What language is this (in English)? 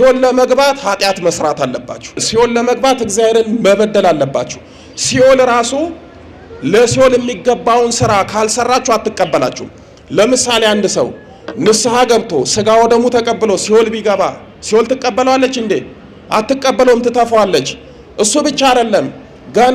Amharic